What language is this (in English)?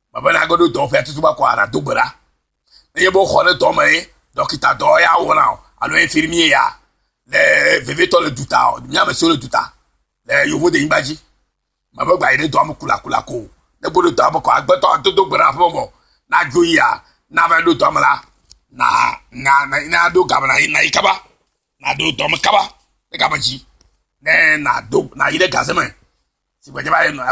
Ewe